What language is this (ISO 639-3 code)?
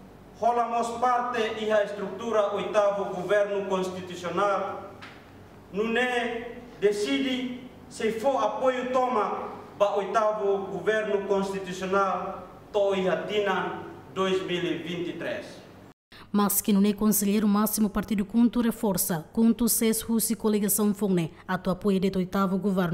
tet